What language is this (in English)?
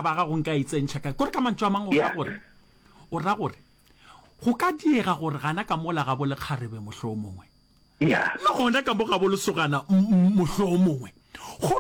Northern Sotho